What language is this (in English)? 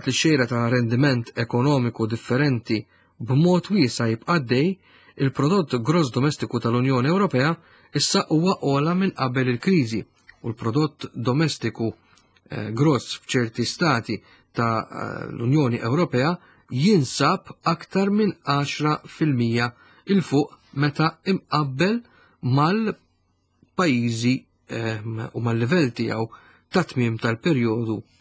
Maltese